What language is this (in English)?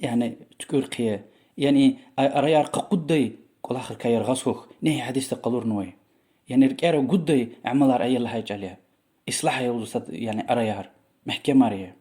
Lezghian